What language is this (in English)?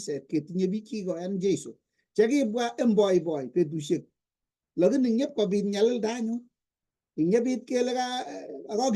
Kalenjin